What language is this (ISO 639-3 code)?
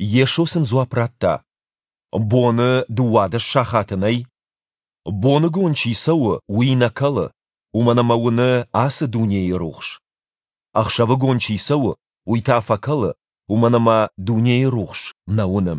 oss